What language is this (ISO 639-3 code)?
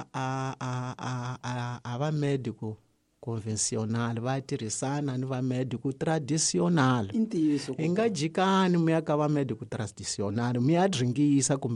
tso